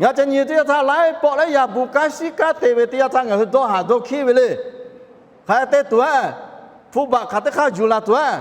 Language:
Lahu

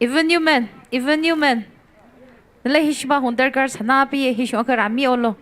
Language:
Tangkhul Naga (India)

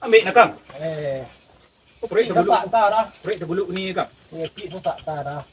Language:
Minangkabau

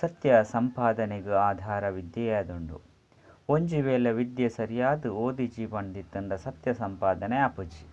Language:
Tulu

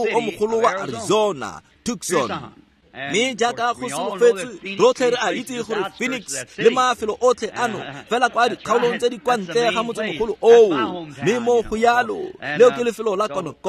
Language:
Tswana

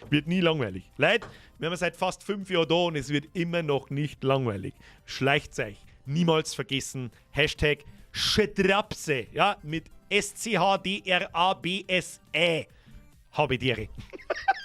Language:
Bavarian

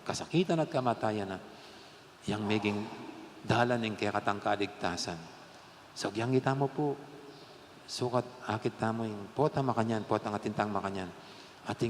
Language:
Pampanga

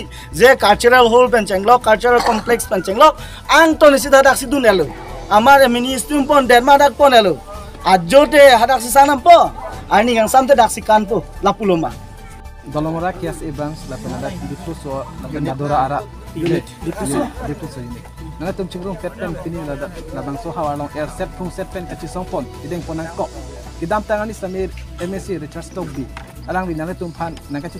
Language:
Karbi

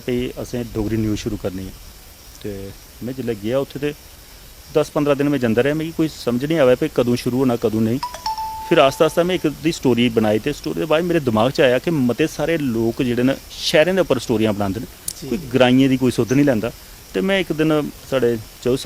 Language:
Dogri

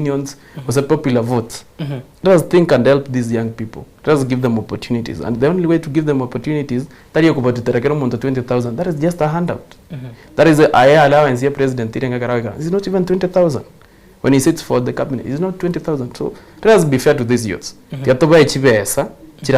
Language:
Gusii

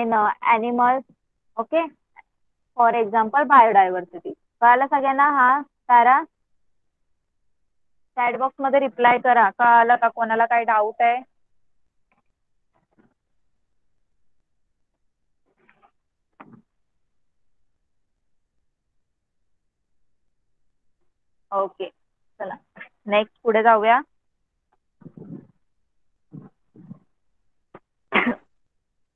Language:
Marathi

